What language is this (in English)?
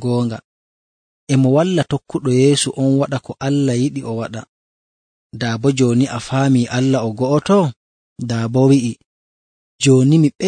Nigerian Fulfulde